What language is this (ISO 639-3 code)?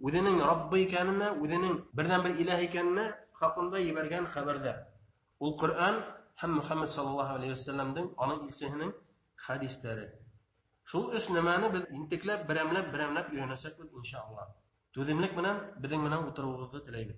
bak